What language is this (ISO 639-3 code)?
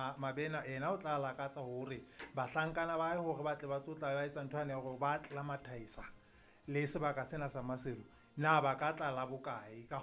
sot